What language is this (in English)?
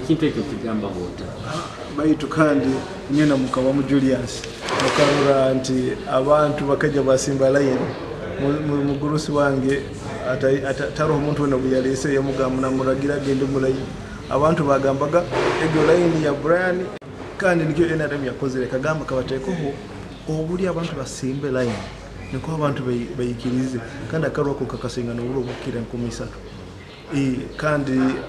Nyoro